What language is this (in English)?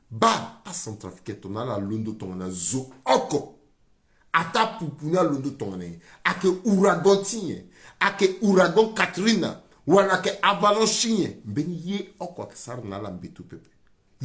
Sango